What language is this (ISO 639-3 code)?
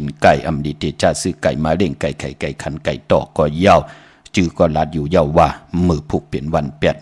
shn